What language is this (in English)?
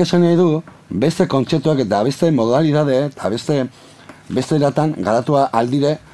Basque